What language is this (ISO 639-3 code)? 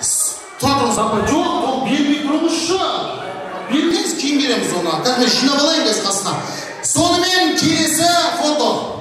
kaa